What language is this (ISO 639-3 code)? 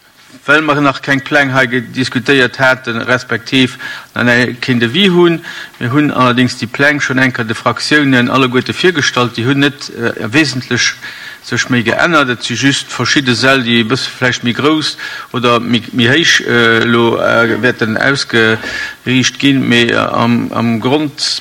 ltz